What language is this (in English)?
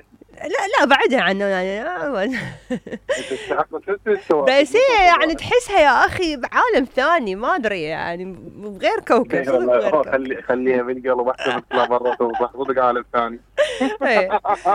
Mesopotamian Arabic